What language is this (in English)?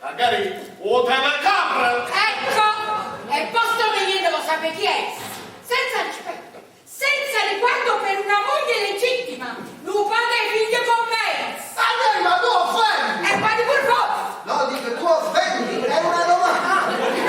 Neapolitan